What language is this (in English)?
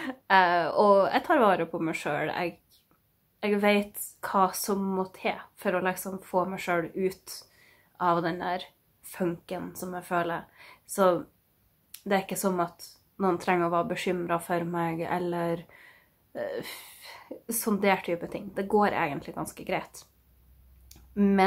Norwegian